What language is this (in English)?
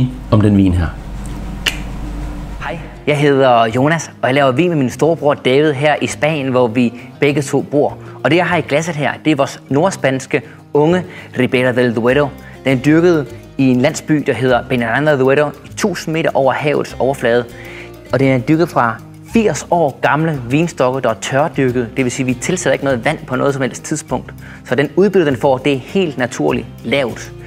Danish